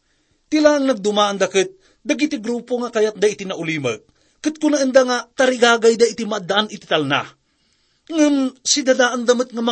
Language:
Iloko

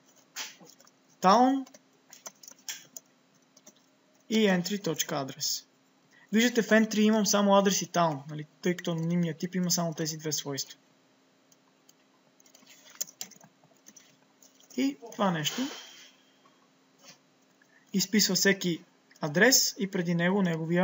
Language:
Bulgarian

